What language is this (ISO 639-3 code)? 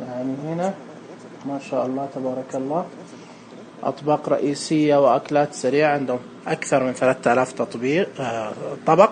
ars